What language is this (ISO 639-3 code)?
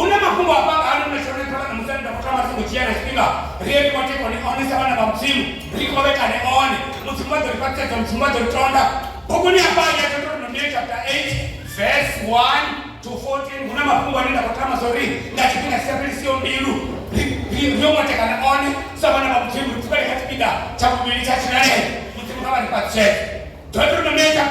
ven